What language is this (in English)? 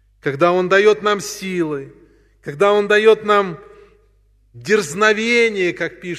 Russian